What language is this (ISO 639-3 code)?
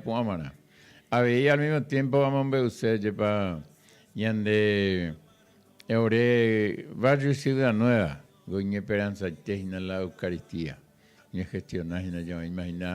grn